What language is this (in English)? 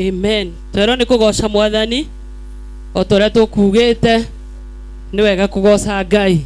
Kikuyu